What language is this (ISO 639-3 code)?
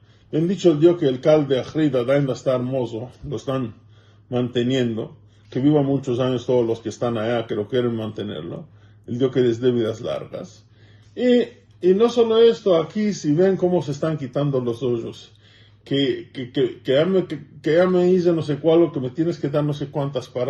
lad